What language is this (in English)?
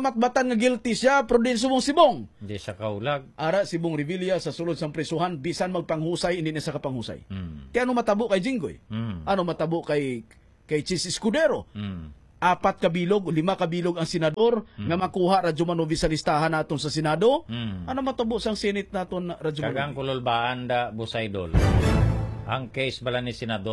Hiligaynon